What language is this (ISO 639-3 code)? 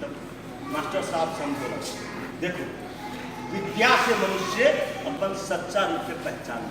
mai